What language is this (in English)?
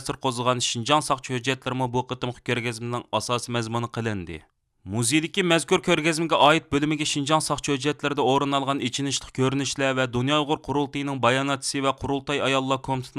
Uyghur